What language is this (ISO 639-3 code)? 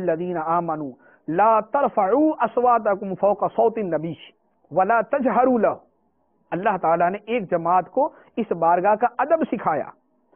urd